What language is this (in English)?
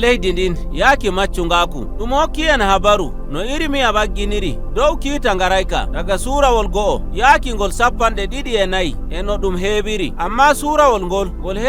Nigerian Fulfulde